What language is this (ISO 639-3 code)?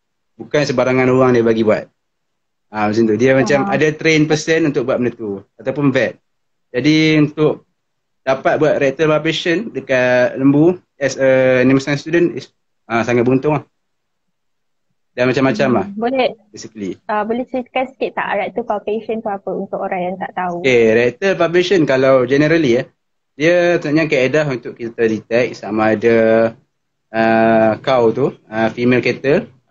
msa